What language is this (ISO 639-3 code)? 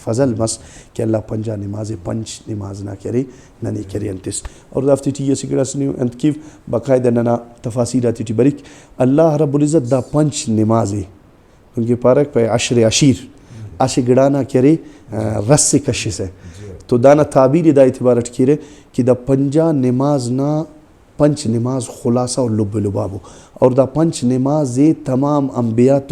brh